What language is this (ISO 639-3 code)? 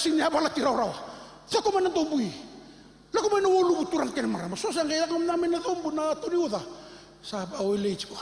fij